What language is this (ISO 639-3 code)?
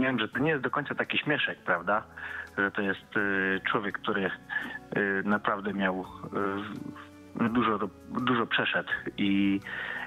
pol